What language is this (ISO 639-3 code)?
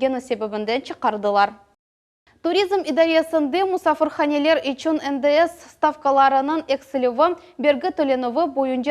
crh